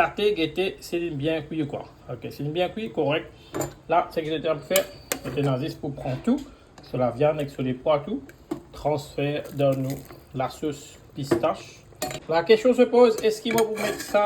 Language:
Morisyen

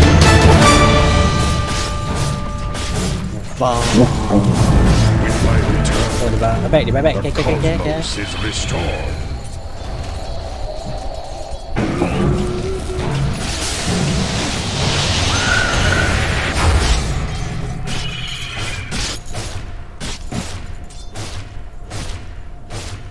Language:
Malay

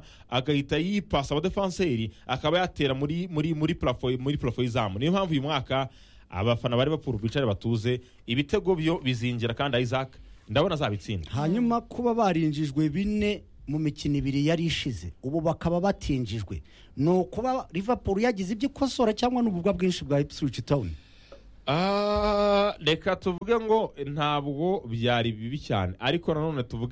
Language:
Kinyarwanda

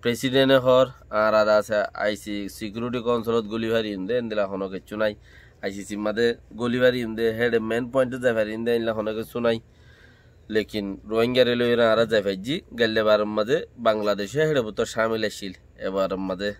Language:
Rohingya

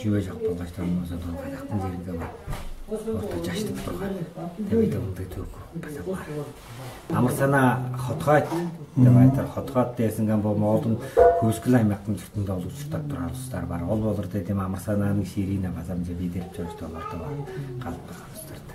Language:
Tuvinian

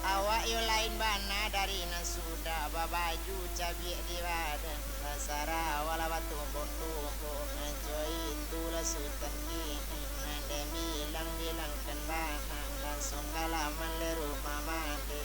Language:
Minangkabau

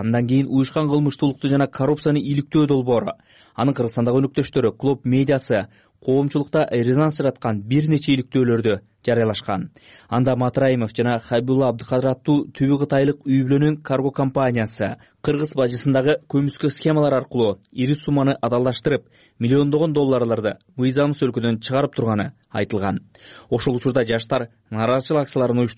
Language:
Kyrgyz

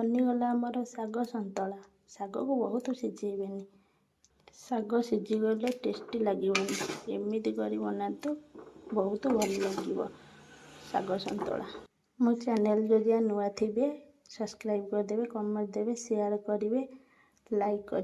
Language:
Odia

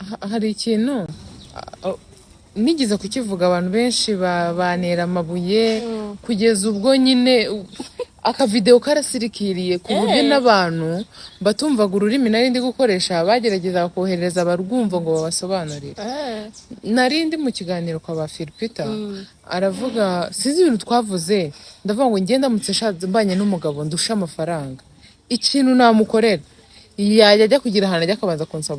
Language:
Kinyarwanda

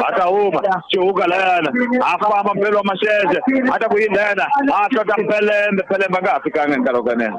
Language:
Tsonga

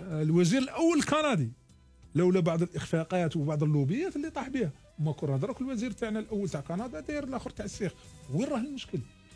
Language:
Algerian Arabic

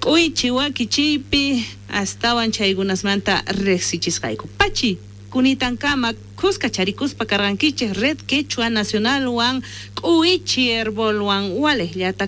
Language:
South Bolivian Quechua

